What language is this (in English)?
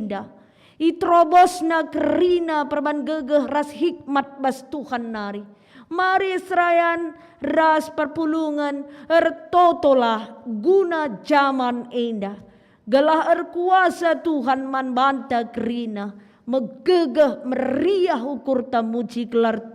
Batak Karo